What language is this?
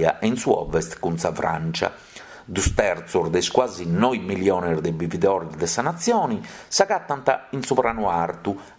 Sardinian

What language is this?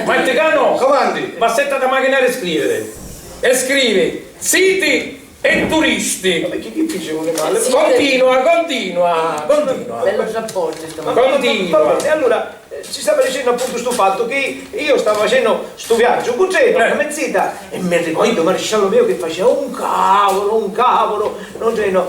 Sicilian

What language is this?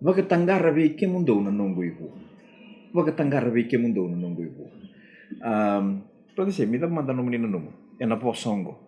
Fijian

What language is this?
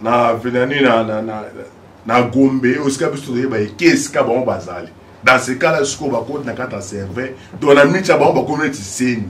Lingala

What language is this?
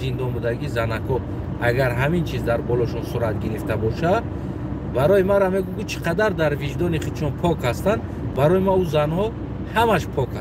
Tajik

